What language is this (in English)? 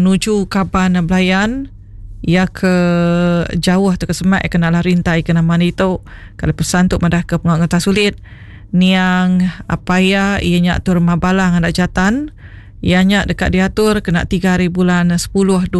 Iban